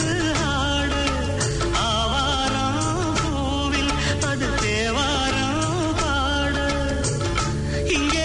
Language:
Tamil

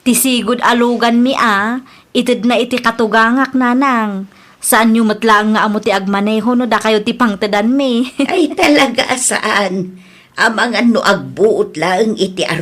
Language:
Iloko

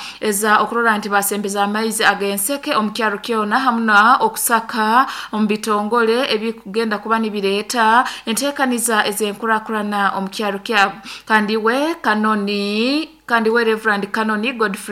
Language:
Nyankole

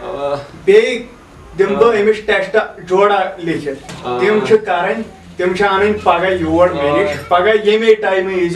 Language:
Kashmiri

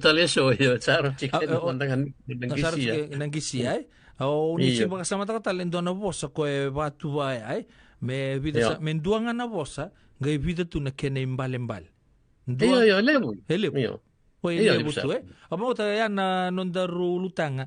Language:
Fijian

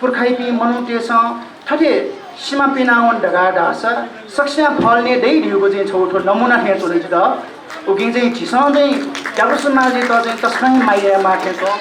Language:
Newari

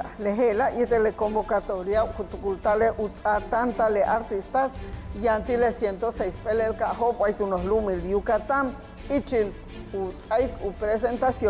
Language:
Yucateco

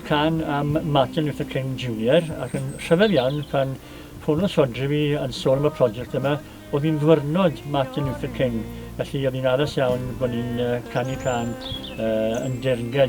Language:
Welsh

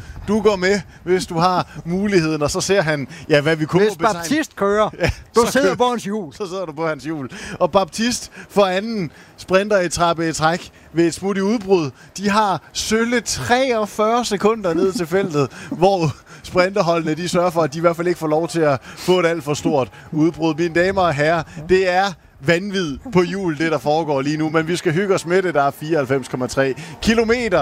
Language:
Danish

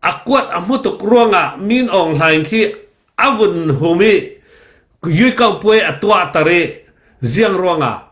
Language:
Falam Chin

